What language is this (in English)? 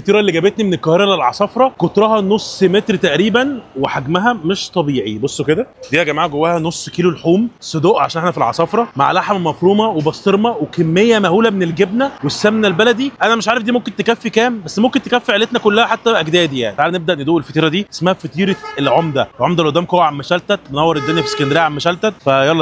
Egyptian Arabic